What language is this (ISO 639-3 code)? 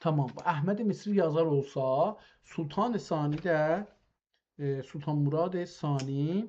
azb